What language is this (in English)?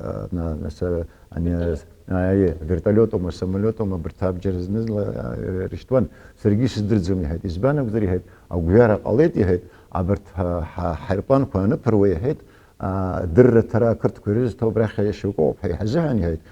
Abkhazian